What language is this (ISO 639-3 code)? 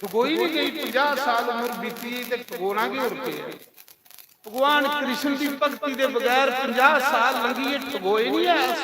doi